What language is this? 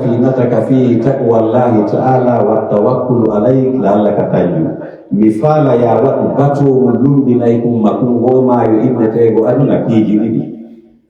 Pular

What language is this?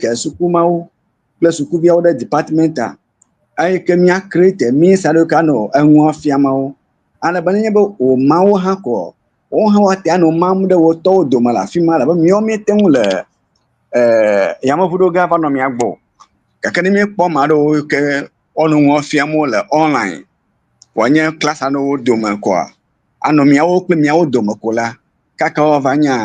Ewe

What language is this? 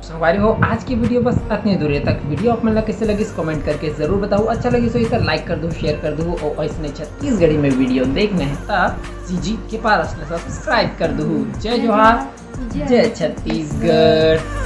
Chhattisgarhi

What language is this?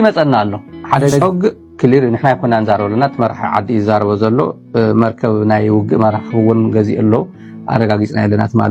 Tigrinya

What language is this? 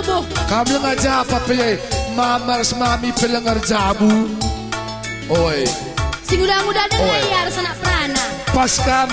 Batak Karo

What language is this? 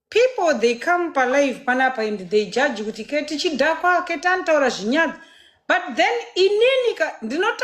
Shona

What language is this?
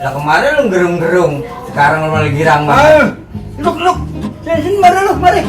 Betawi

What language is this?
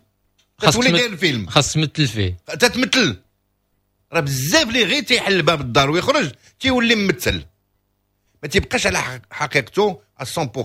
Moroccan Arabic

